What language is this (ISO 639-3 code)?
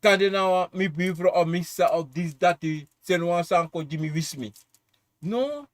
srn